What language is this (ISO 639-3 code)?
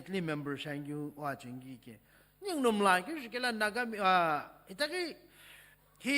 nsm